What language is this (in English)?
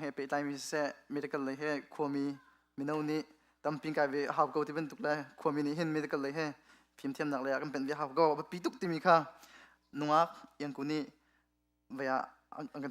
Hakha Chin